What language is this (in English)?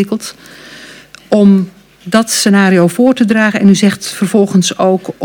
Dutch